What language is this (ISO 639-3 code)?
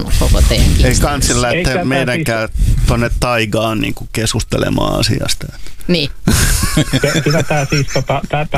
fin